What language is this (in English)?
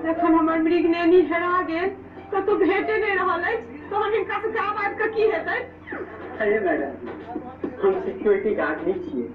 Maithili